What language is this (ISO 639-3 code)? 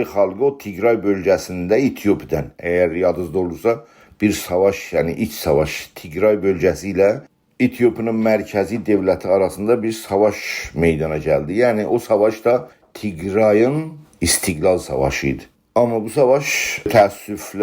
azb